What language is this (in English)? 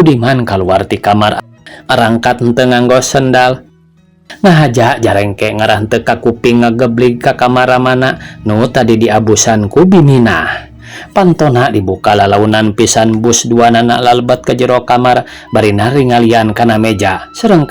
Sundanese